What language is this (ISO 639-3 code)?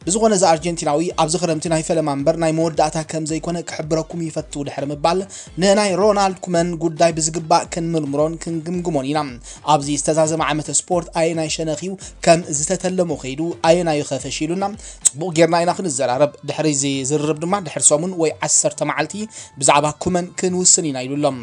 tir